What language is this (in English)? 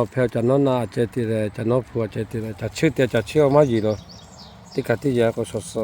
Lahu